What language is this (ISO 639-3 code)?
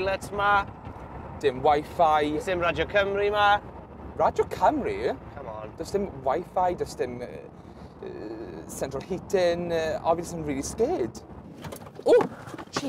cym